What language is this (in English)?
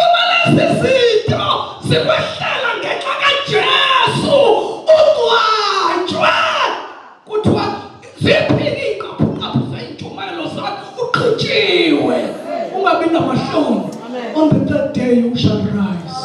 Zulu